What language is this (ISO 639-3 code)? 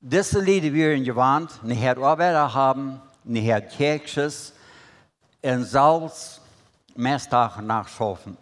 pdt